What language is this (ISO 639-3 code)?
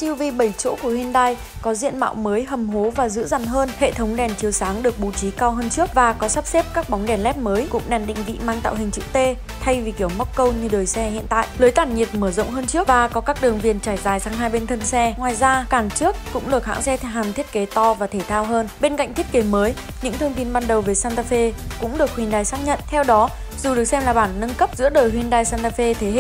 vie